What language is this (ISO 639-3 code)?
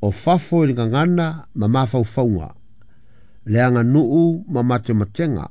smo